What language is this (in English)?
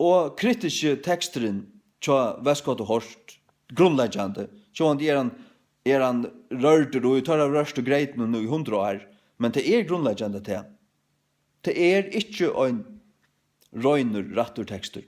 Faroese